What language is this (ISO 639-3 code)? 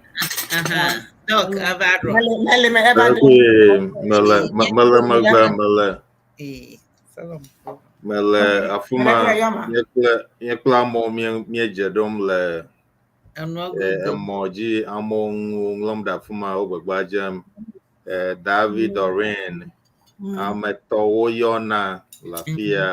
ewe